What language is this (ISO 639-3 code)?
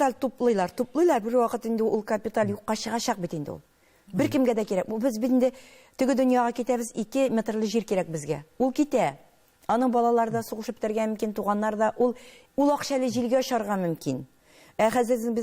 tat